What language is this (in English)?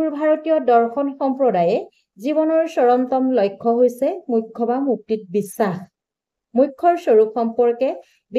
Assamese